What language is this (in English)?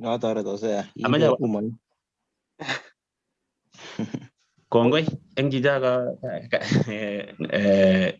Kalenjin